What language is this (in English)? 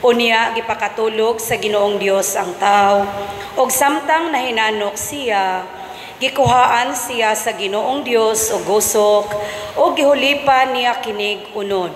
Cebuano